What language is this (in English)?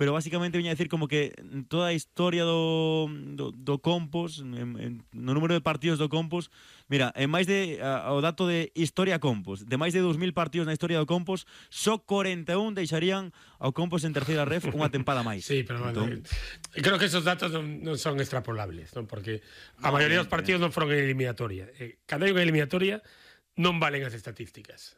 Galician